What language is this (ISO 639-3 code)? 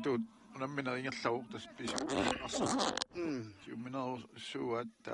kal